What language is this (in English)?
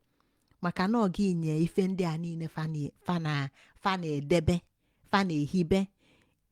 Igbo